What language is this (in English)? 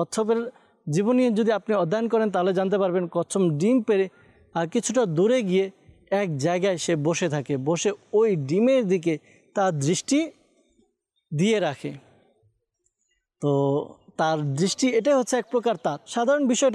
Bangla